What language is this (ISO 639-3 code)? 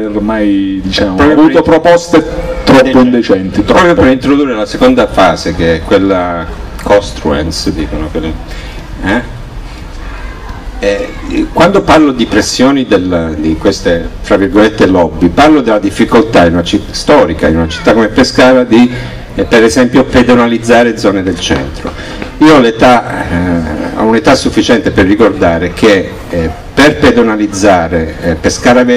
ita